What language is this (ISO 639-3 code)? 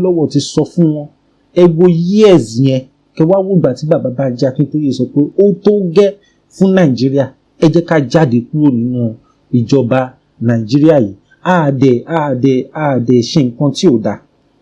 yor